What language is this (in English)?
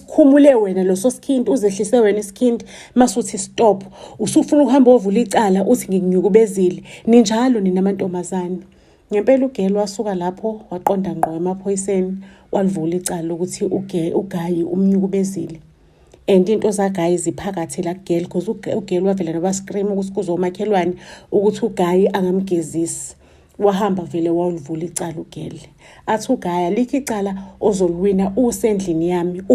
Zulu